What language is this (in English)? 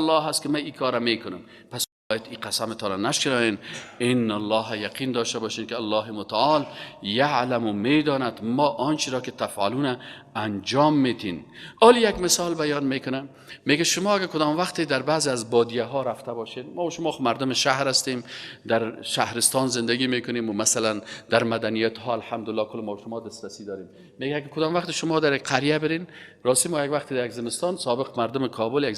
Persian